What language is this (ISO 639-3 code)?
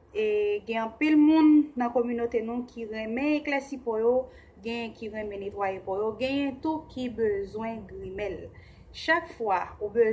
hat